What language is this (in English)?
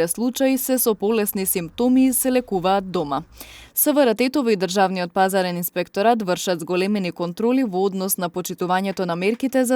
Macedonian